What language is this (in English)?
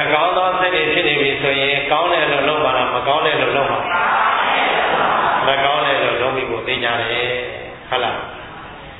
Burmese